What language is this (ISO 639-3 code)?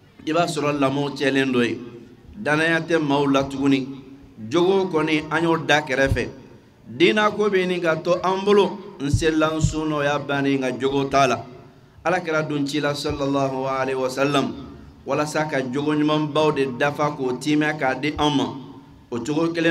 bam